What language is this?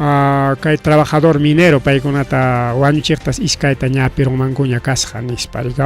Ayacucho Quechua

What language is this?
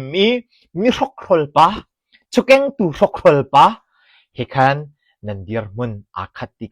Hakha Chin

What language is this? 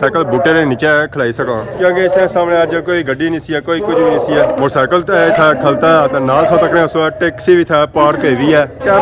Pahari-Potwari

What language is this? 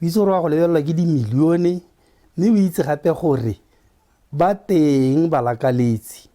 Tswana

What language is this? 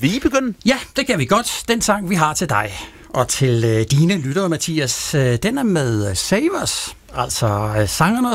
Danish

